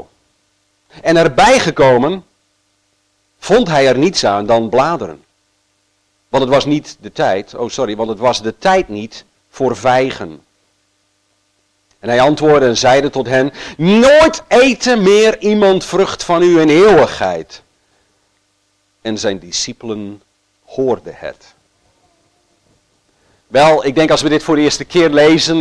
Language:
Dutch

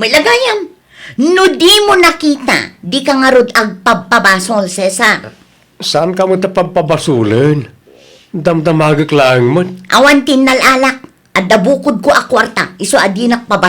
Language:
Iloko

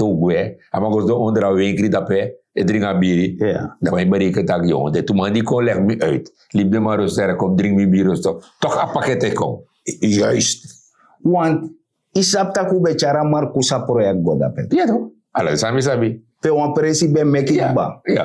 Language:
Sranan Tongo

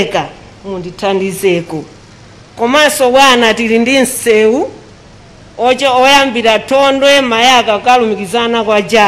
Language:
Nyanja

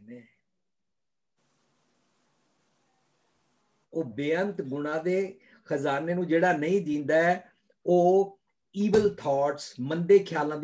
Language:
Punjabi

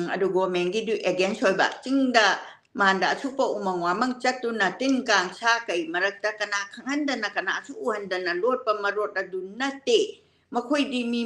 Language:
Manipuri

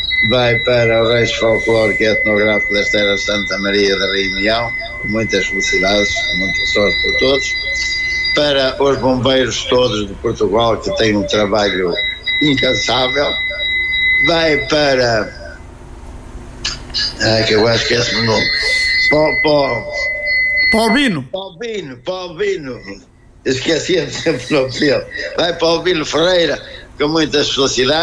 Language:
Portuguese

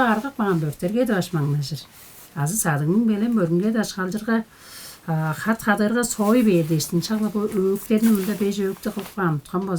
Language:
Tuvinian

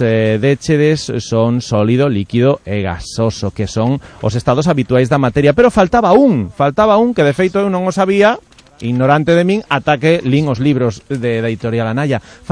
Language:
Galician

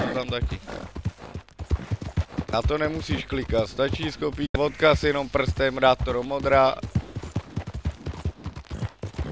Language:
Czech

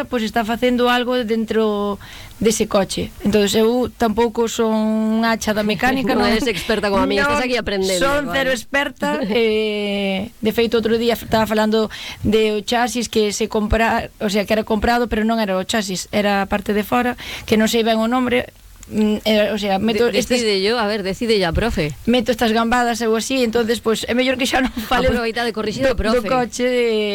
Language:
Galician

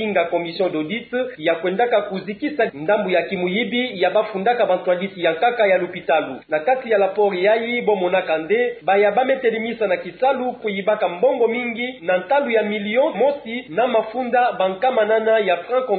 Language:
Kituba (Democratic Republic of Congo)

